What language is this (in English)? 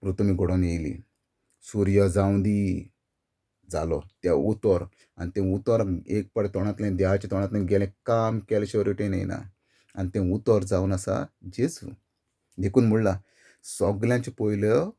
Konkani